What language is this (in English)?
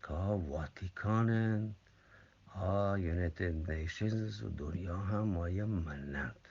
Eastern Balochi